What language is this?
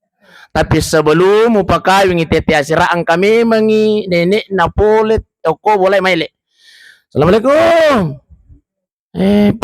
Buginese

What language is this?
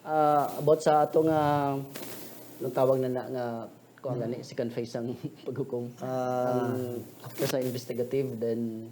Hiligaynon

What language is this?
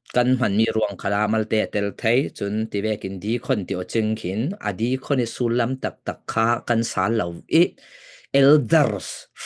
Falam Chin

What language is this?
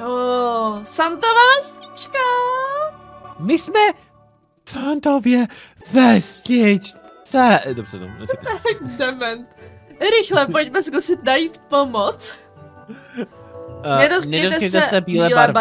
Czech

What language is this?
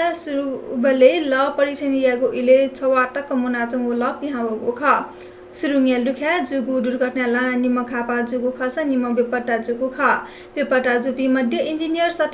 Newari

